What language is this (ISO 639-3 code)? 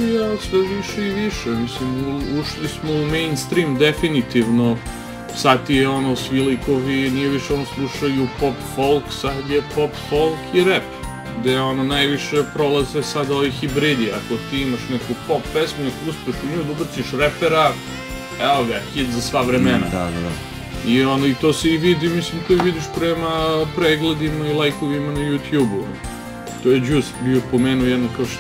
srp